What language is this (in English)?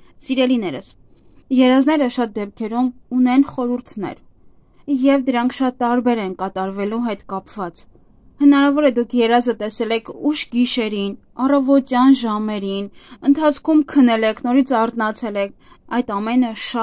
Armenian